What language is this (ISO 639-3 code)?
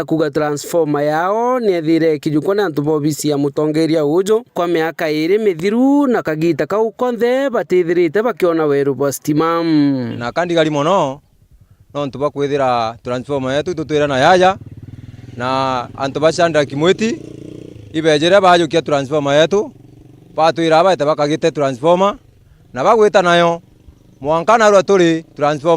mer